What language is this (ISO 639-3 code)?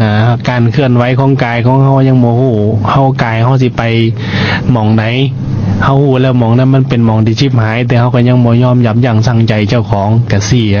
lao